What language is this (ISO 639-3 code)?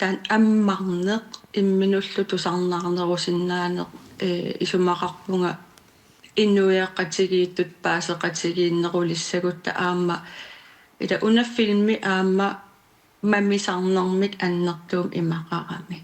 kal